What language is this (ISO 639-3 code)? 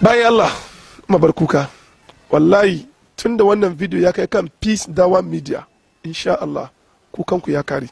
hau